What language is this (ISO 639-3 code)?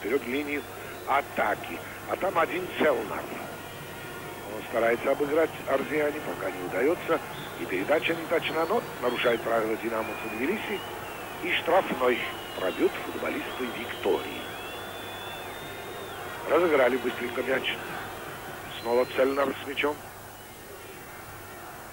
rus